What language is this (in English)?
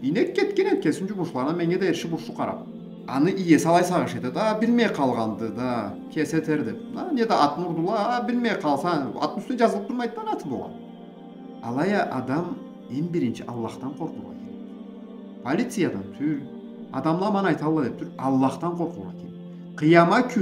Karachay-Balkar